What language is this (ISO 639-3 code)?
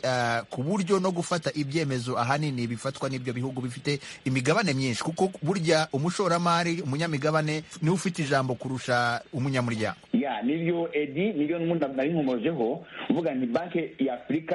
kin